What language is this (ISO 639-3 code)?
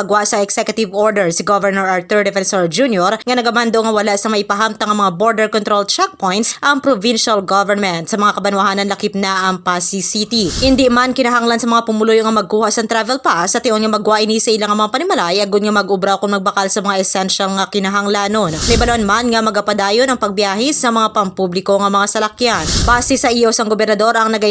hil